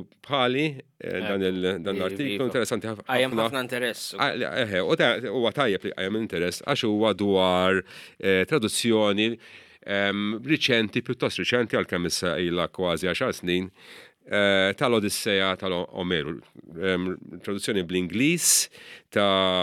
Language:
Maltese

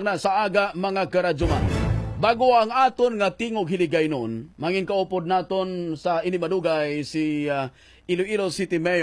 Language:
Hiligaynon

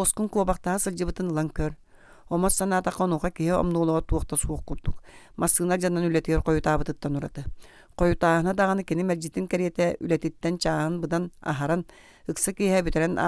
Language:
Yakut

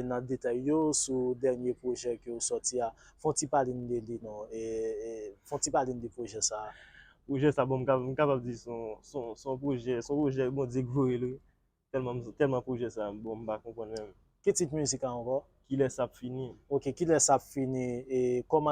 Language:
Haitian Creole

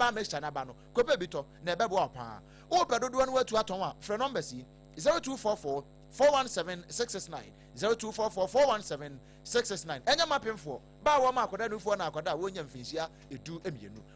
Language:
Akan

